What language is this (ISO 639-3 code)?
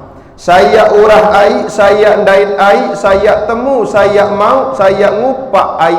sas